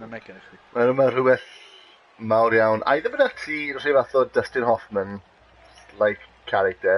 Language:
Welsh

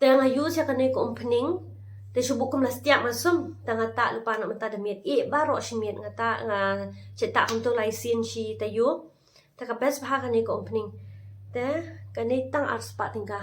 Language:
Khasi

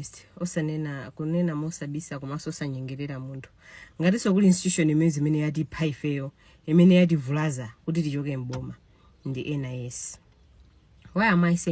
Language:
Nyanja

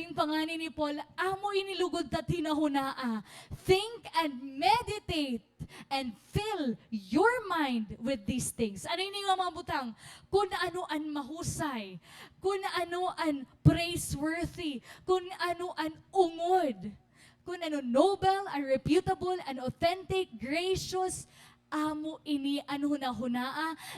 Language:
Waray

